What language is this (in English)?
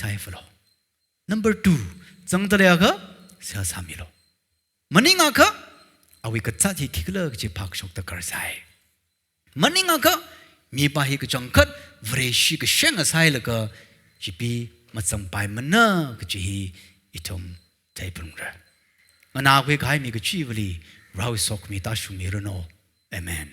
Tangkhul Naga (India)